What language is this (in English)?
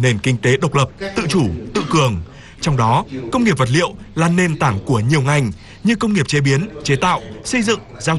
Vietnamese